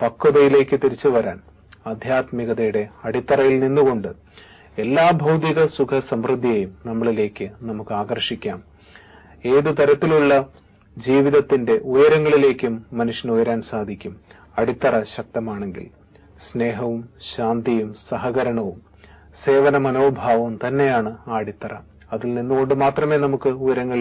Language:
Malayalam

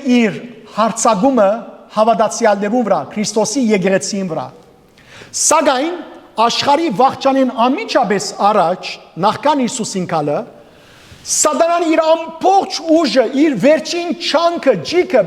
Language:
Western Armenian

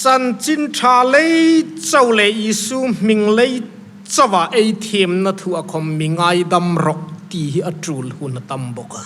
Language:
Hmar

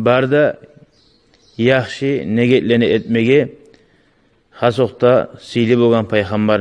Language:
Kumyk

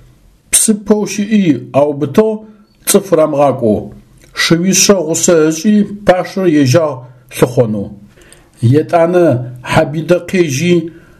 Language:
Adyghe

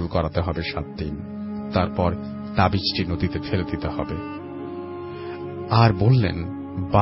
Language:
Bangla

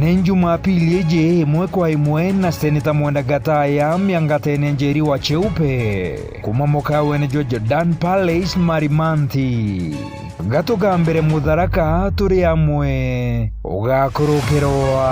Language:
Meru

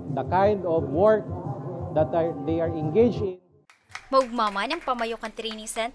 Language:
Bikol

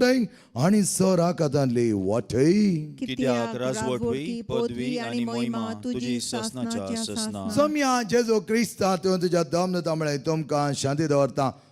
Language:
Konkani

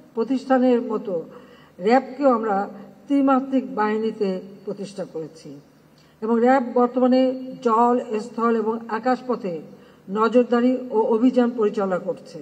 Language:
Bangla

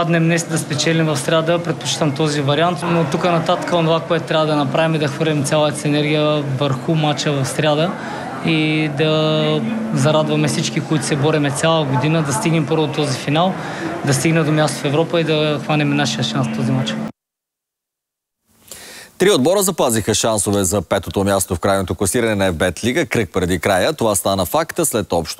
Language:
Bulgarian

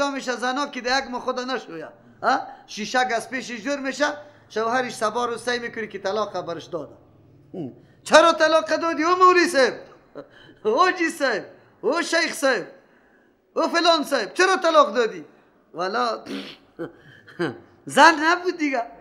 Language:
Persian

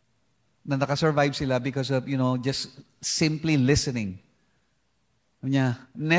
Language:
Filipino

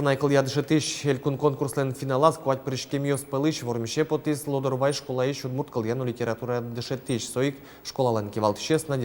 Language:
Udmurt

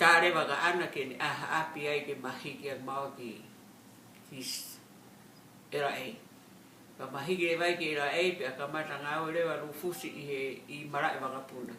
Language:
Tongan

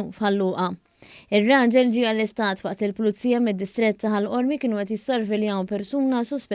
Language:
Maltese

